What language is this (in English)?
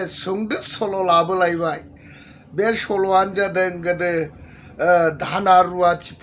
Bodo